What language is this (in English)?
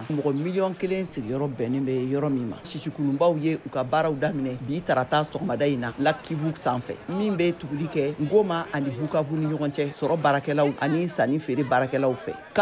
Bambara